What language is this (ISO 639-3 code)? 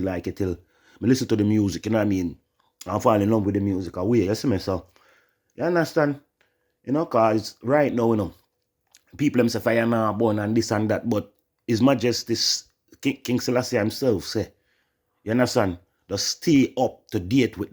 jam